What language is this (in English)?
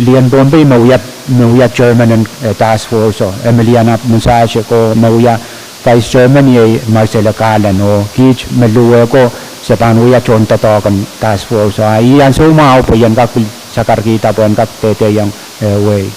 Pohnpeian